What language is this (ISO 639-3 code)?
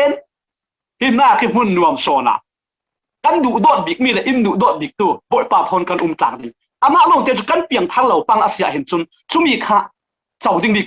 cfm